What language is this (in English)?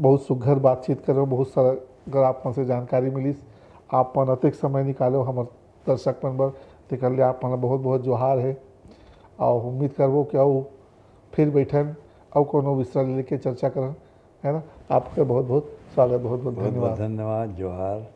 Chhattisgarhi